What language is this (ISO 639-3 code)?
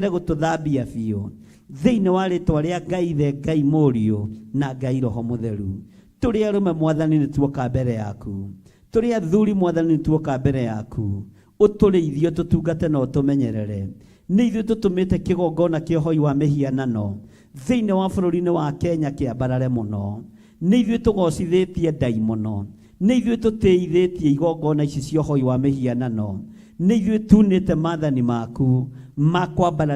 kik